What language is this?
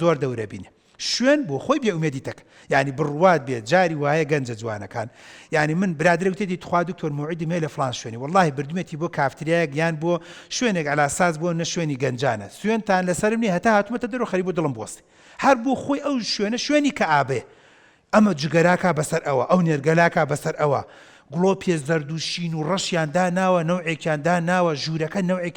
Central Kurdish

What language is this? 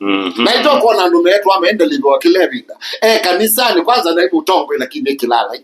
Kamba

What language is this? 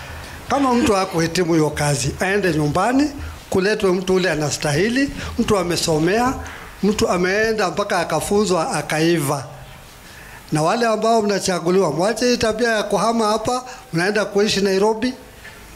Swahili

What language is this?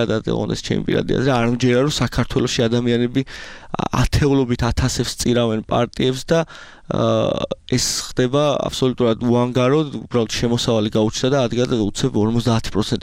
Georgian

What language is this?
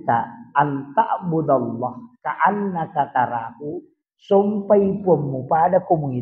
Buginese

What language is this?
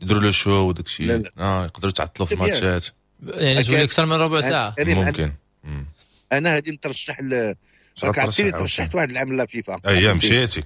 Moroccan Arabic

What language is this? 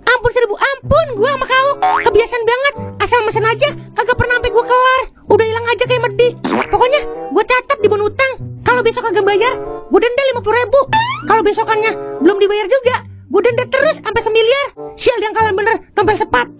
Betawi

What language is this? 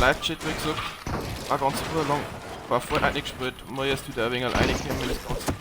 Bavarian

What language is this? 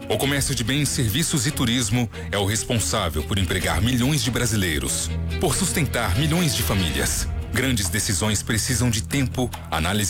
Portuguese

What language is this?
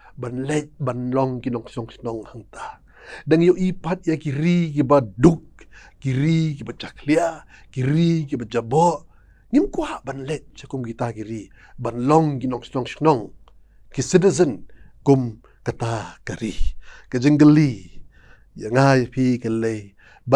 Khasi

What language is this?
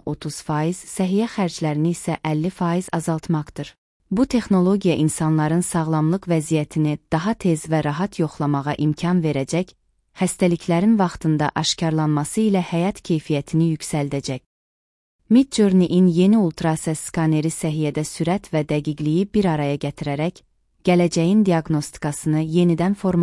Azerbaijani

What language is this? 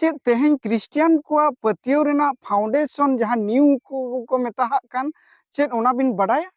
Santali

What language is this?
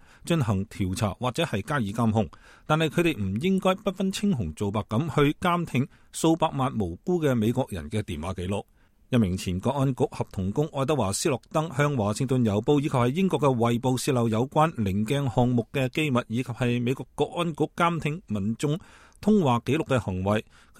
Cantonese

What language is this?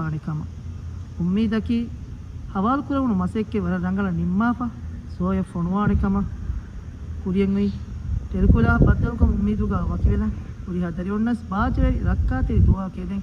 Divehi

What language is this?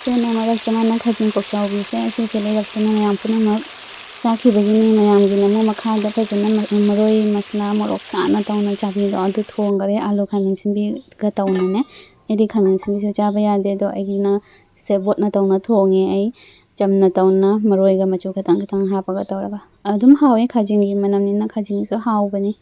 Manipuri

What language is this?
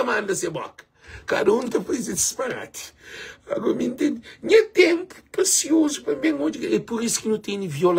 Kabuverdianu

